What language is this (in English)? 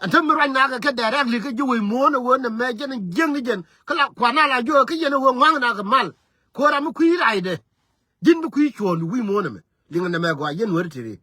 Nuer